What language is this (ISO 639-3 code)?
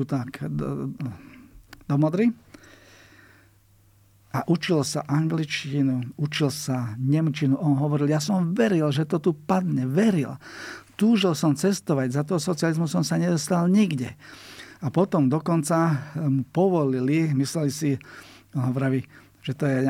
slk